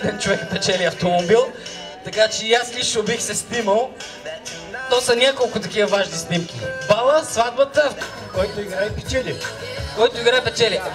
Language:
Bulgarian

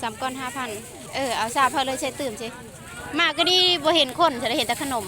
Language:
Lao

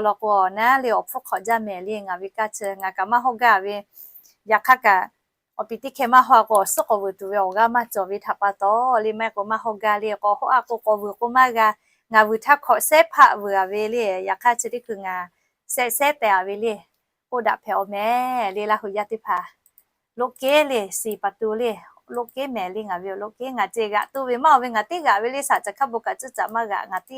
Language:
Lahu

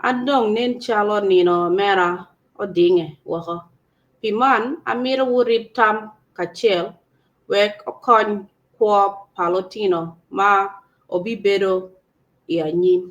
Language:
Acoli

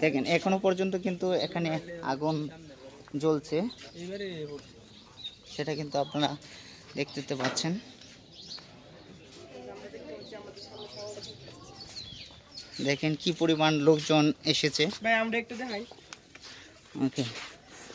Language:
Bangla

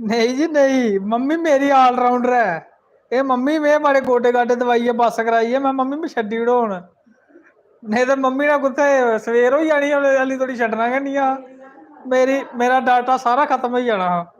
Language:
Dogri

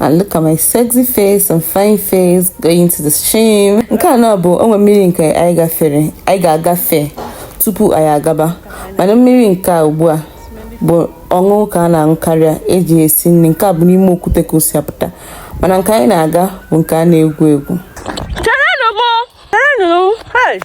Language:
Igbo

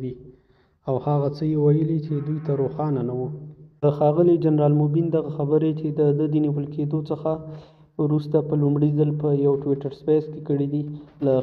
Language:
Pashto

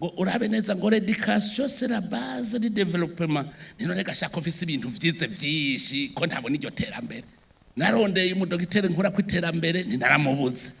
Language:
Rundi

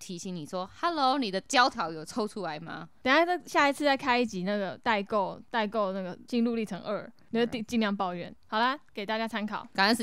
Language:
Chinese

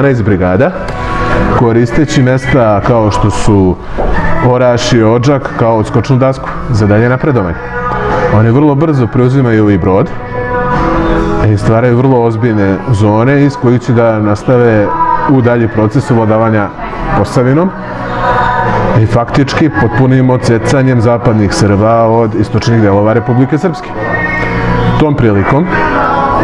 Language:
Serbian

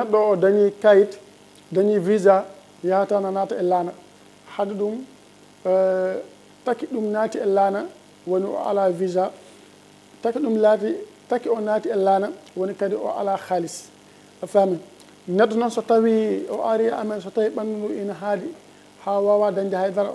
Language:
Fula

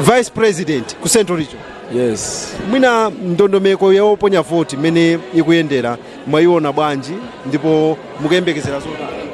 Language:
Nyanja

